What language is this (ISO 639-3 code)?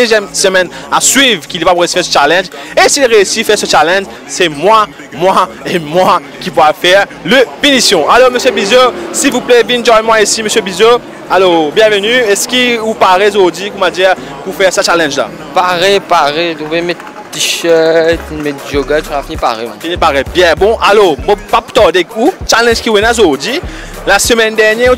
mfe